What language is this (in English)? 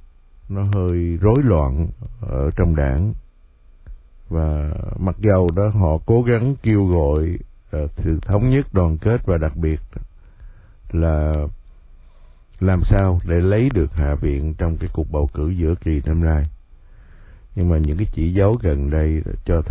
Vietnamese